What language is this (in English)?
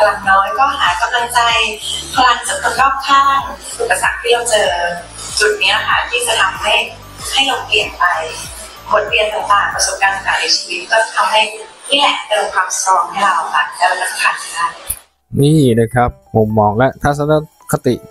Thai